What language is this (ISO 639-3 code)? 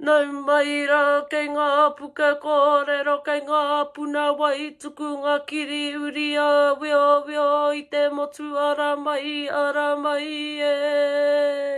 mri